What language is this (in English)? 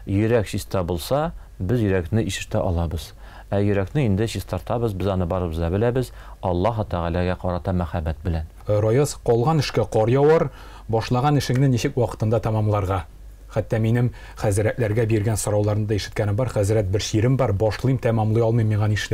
Tatar